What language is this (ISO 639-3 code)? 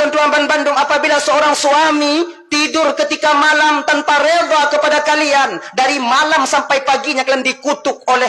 ace